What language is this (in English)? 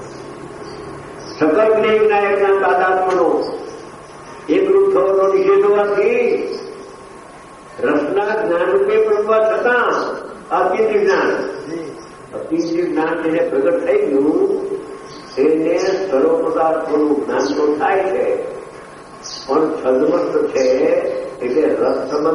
Gujarati